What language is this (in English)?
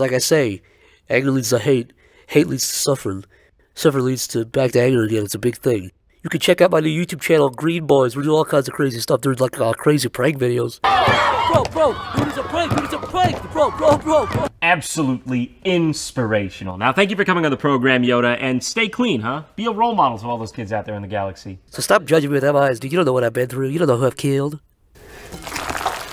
English